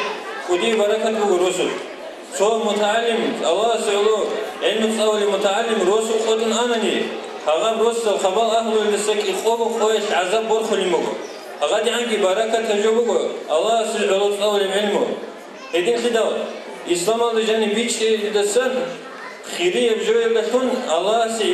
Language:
Avaric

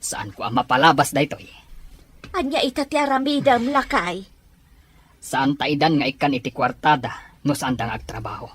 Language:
Iloko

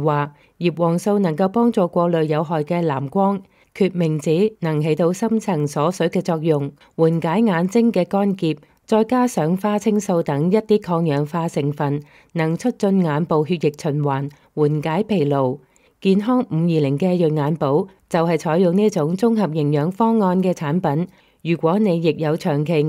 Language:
Cantonese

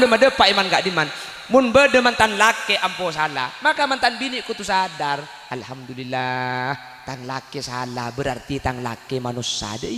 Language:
Madurese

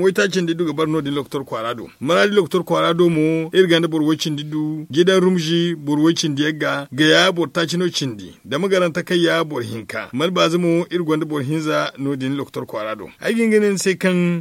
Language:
Zarma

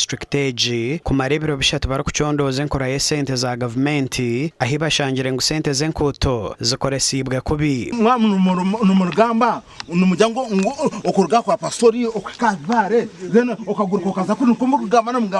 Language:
Nyankole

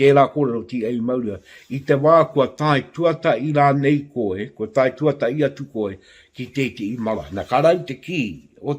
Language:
Māori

